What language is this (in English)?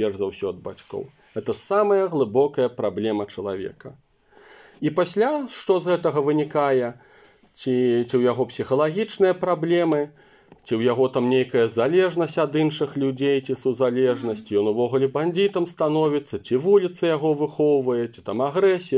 Belarusian